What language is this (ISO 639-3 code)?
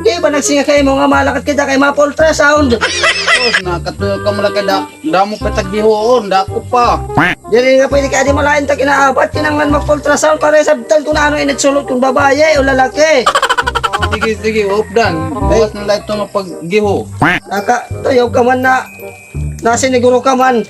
war